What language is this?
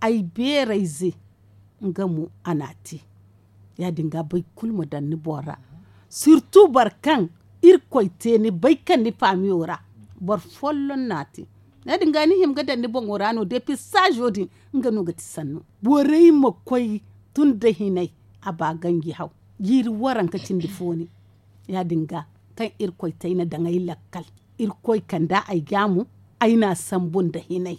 Zarma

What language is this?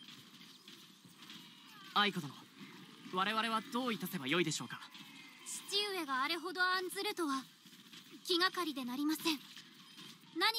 Japanese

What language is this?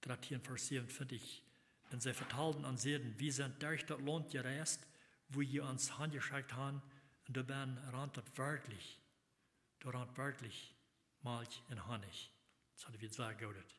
Plautdietsch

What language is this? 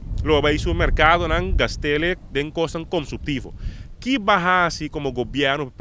Papiamento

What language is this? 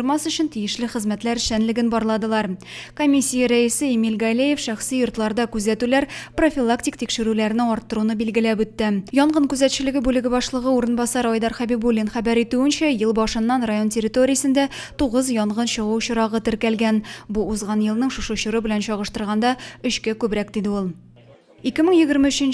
Tatar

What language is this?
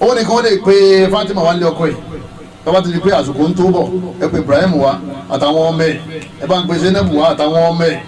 Yoruba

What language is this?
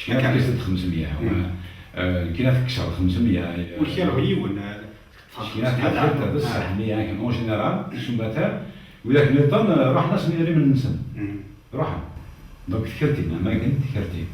Kabyle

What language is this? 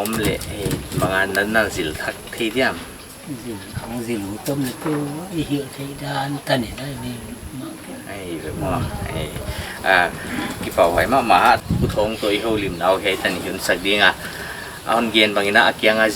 Paite Chin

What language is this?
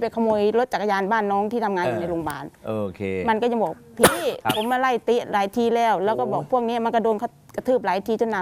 Thai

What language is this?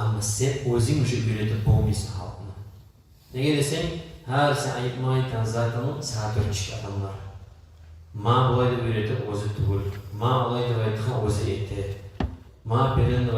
Kumyk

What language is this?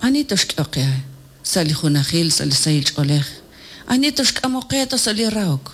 Kekchí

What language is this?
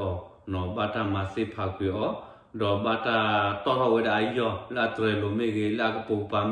S'gaw Karen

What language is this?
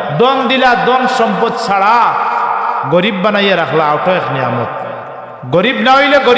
Sylheti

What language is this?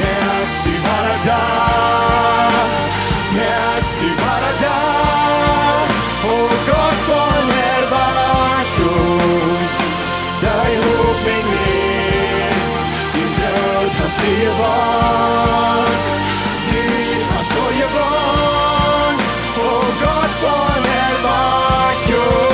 Plautdietsch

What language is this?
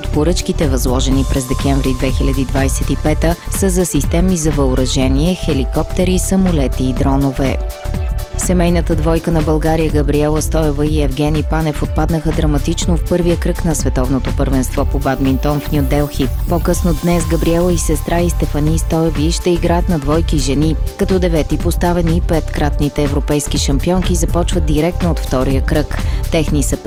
Bulgarian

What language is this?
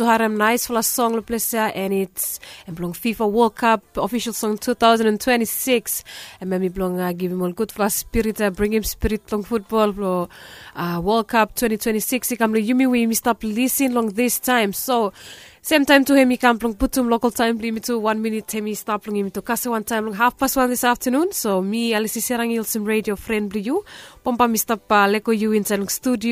Bislama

